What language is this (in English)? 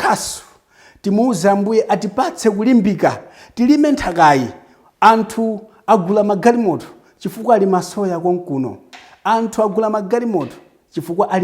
Nyanja